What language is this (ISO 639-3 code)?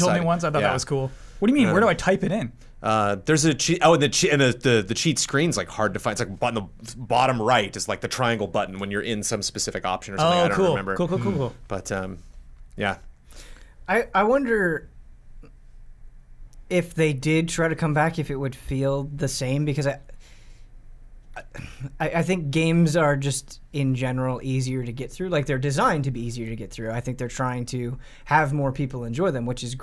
eng